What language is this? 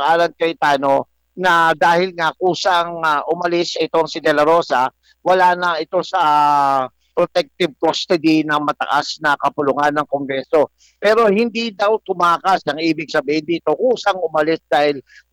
Filipino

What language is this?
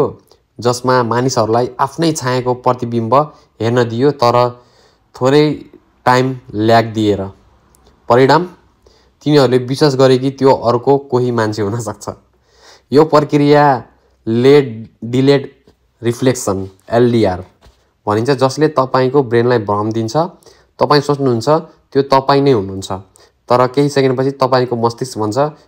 Nepali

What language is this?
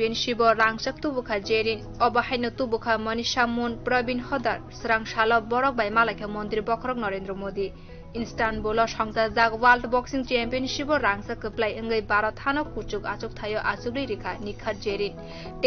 Kok Borok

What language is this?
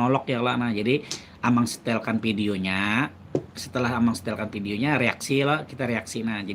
Banjar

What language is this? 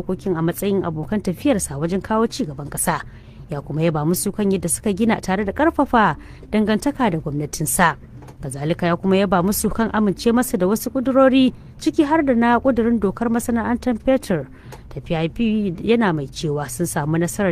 Hausa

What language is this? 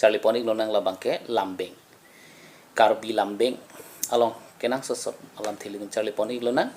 Karbi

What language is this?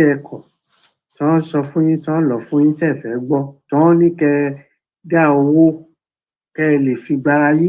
Yoruba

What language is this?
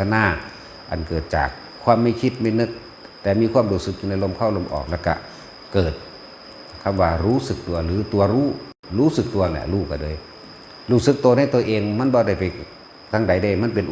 Northeastern Thai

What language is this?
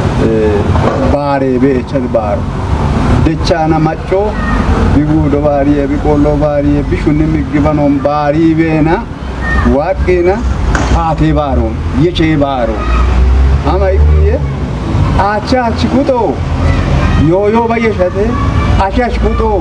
Kafa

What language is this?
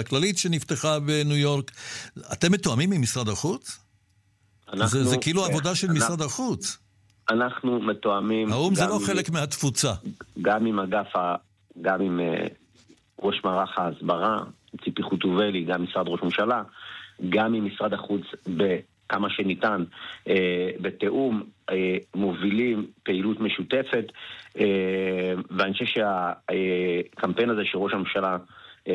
Hebrew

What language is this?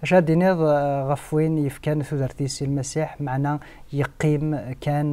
Kabyle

